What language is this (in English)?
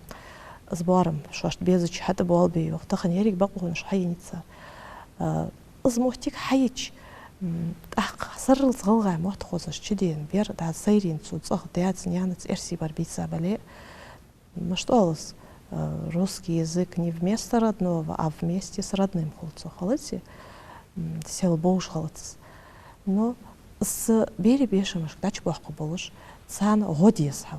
Ingush